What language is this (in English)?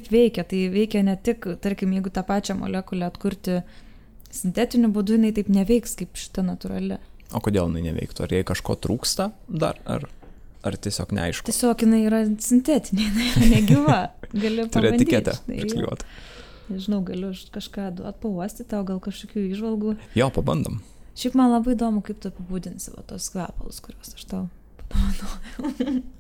Lithuanian